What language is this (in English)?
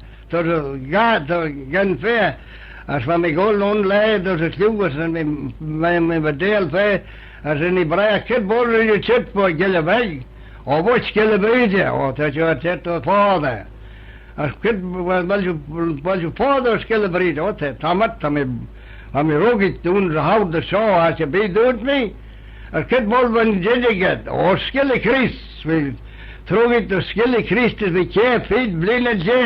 Manx